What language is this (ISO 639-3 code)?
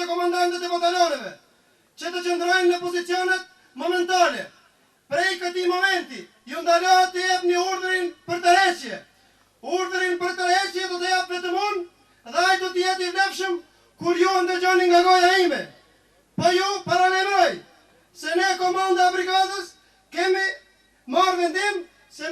sqi